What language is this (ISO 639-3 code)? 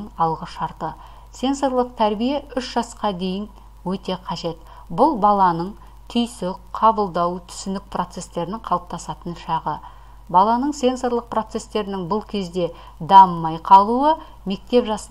kaz